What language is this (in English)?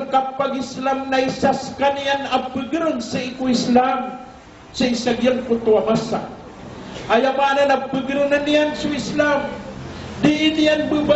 Maranao